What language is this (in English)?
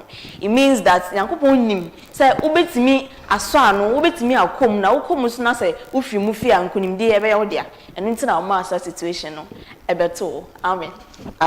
Akan